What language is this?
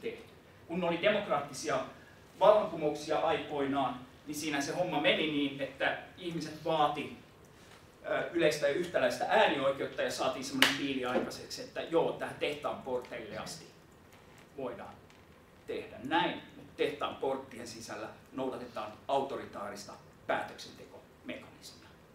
Finnish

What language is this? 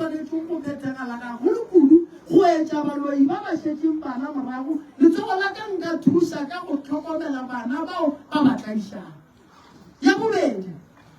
Northern Sotho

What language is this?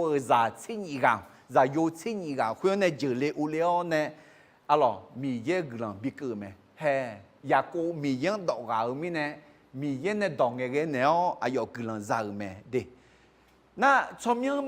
Akha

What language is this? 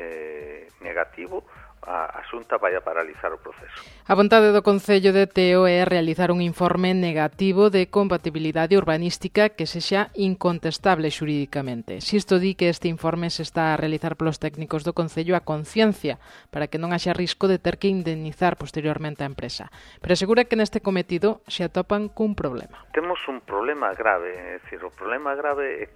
Galician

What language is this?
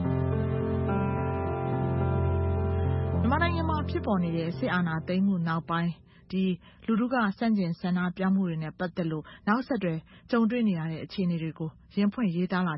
Burmese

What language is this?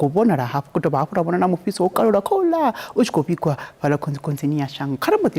Venda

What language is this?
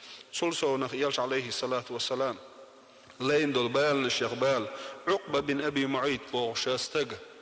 Chechen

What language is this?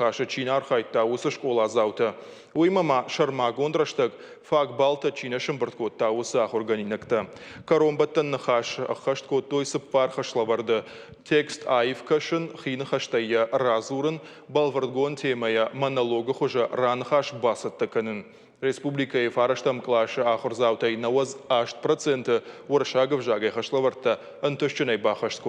Ossetic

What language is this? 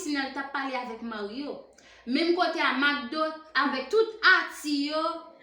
Haitian Creole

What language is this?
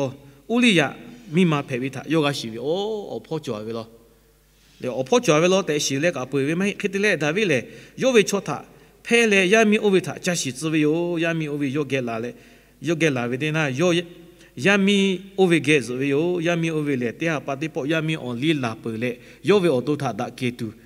Lahu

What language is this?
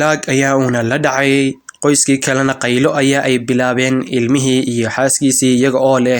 Somali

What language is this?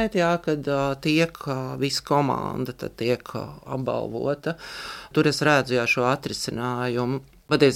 Latvian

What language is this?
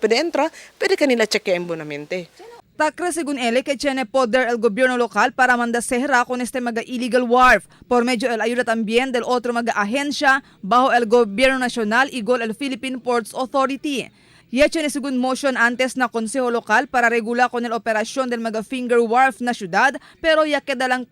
Chavacano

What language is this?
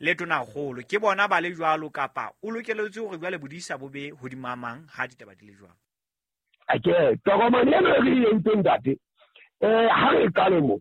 Southern Sotho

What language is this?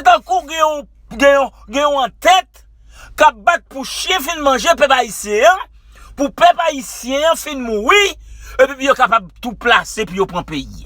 Haitian Creole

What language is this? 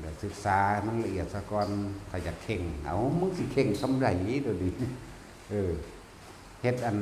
Northeastern Thai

